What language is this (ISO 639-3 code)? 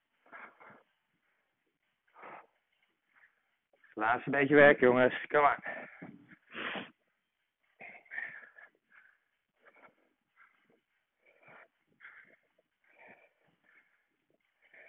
nld